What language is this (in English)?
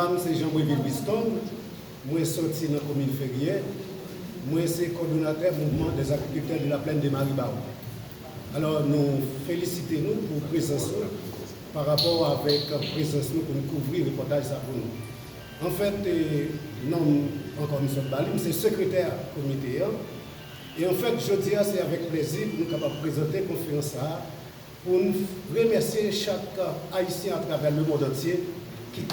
Haitian Creole